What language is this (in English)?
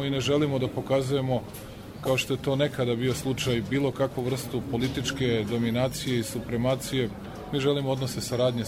Croatian